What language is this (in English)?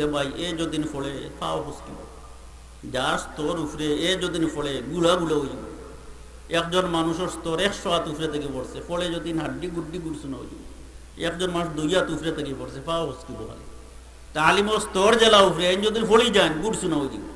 Sylheti